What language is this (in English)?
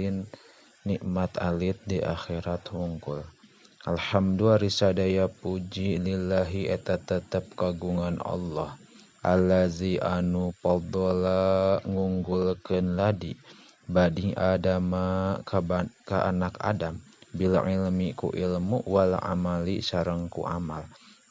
Sundanese